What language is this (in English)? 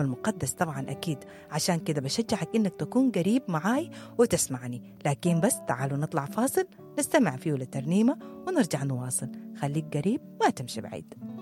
Sudanese Arabic